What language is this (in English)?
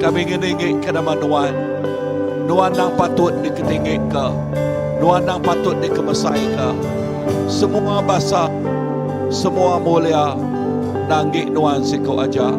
Iban